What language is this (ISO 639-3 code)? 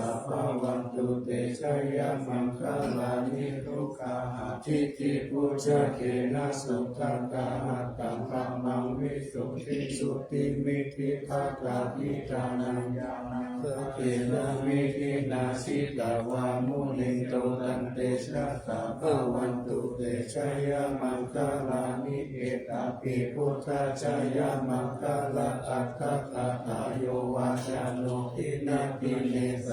pli